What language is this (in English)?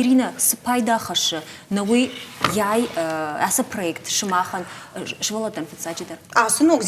Ossetic